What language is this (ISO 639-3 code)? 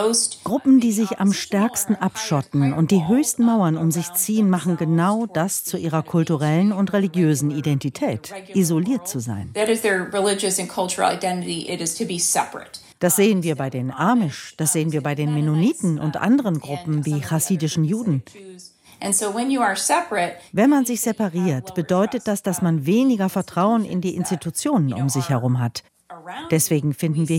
deu